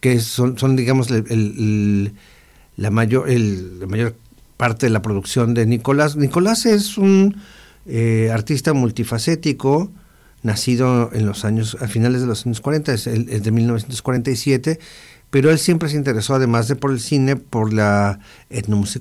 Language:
Spanish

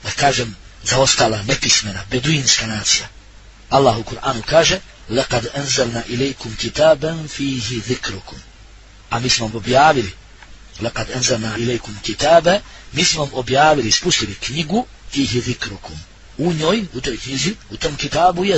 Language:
Bosnian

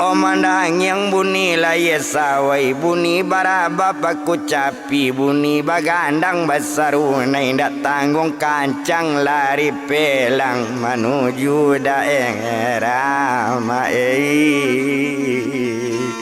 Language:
Minangkabau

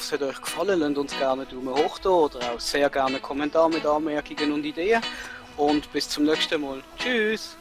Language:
Swiss German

